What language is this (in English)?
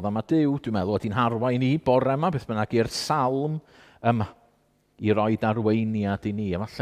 Welsh